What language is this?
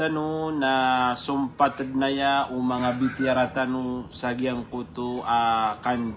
Maranao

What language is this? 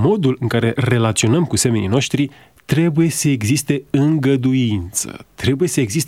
Romanian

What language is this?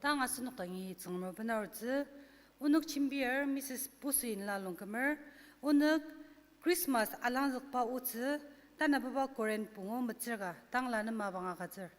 Ao Naga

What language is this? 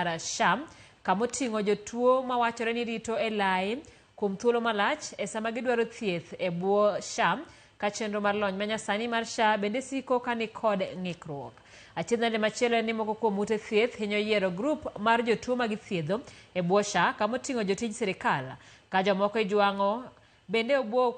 Luo (Kenya and Tanzania)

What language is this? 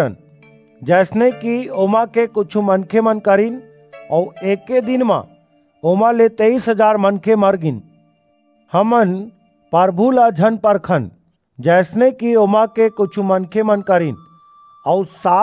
Chhattisgarhi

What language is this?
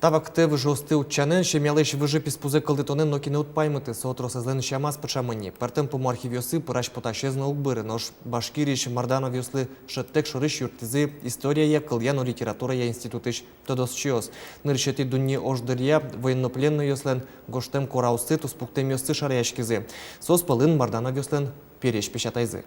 Udmurt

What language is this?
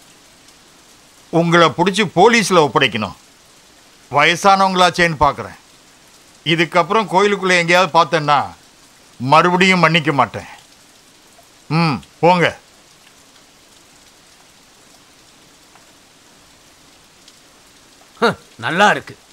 Tamil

